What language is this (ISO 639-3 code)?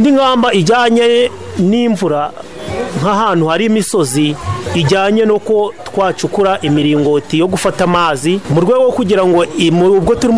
kin